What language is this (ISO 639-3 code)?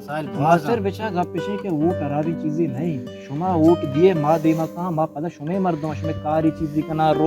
bal